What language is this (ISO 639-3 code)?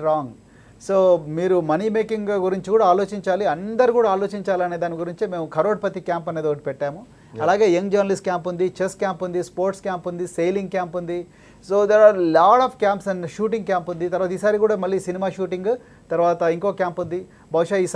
tel